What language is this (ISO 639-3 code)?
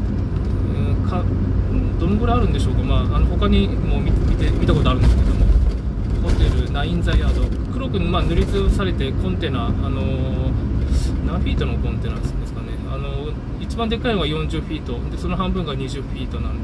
jpn